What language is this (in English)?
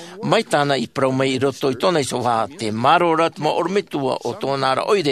Tahitian